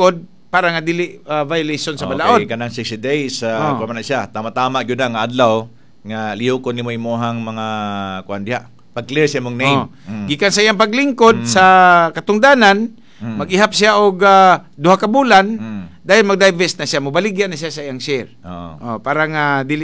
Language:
Cebuano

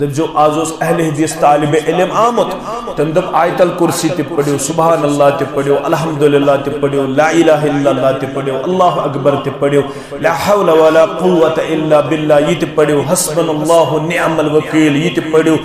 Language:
Kashmiri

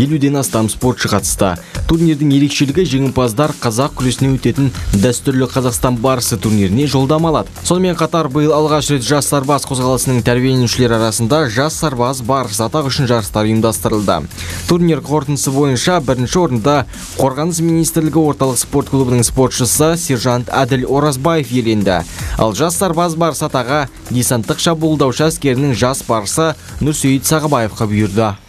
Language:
Kazakh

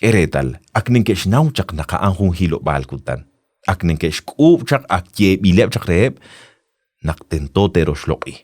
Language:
Kekchí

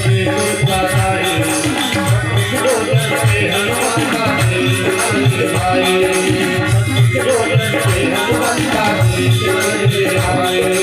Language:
Chhattisgarhi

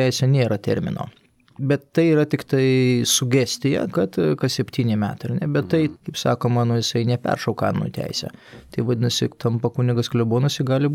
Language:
Lithuanian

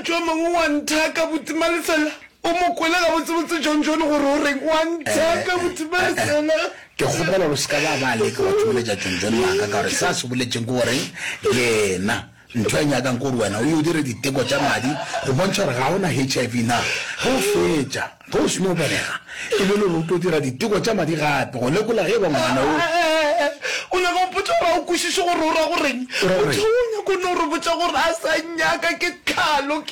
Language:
Northern Sotho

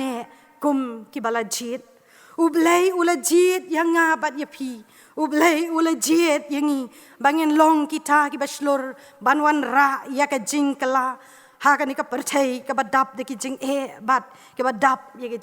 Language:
Khasi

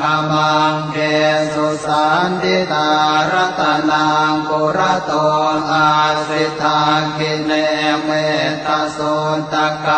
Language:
Pali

